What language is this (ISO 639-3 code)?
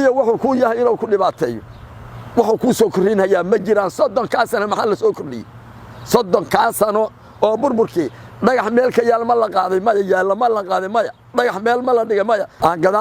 som